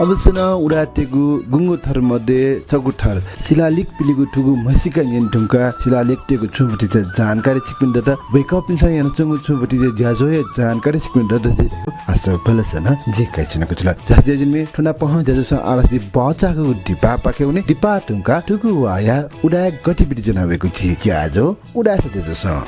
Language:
Newari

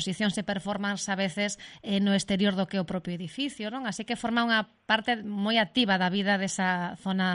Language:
Galician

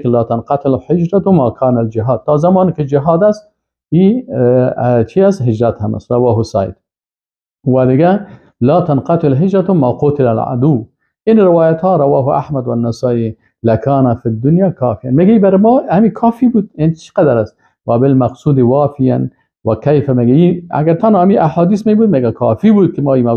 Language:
Persian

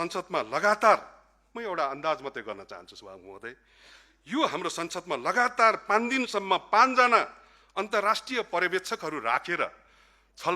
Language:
Nepali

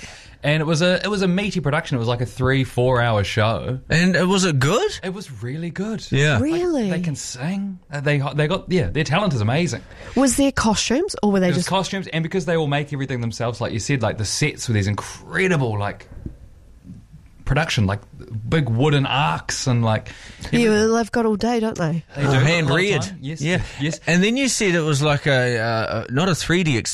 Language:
English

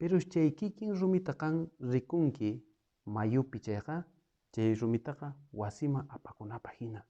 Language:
South Bolivian Quechua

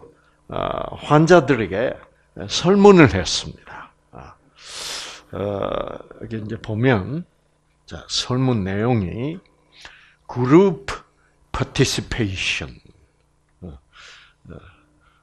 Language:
Korean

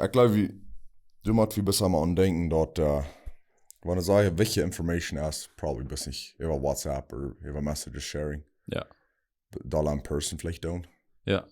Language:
Plautdietsch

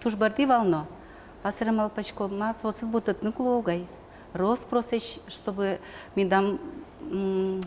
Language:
Udmurt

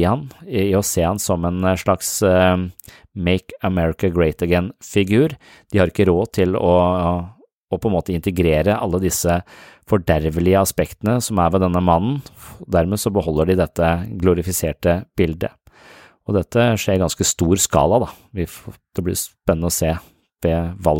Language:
Norwegian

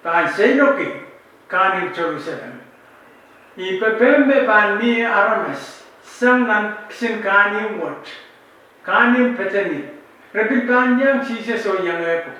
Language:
Pohnpeian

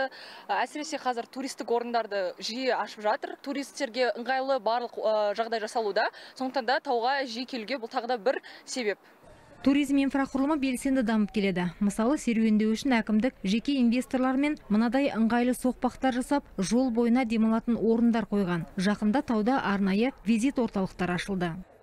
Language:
Kazakh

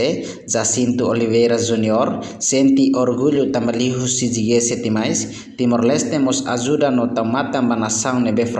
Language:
Tetum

